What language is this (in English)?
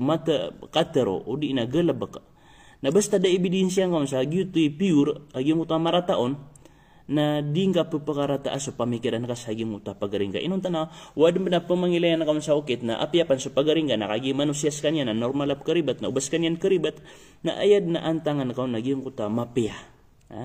Maranao